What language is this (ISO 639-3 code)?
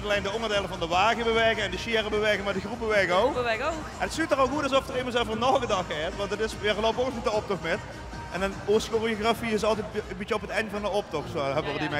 lim